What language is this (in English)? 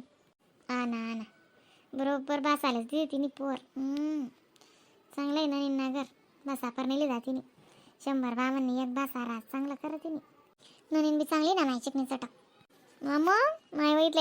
Khandesi